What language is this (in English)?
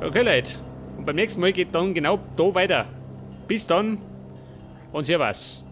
Bavarian